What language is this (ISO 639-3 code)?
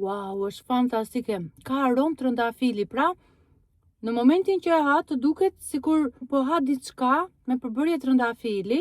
sqi